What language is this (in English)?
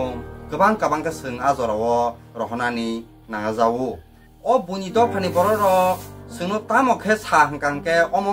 Kok Borok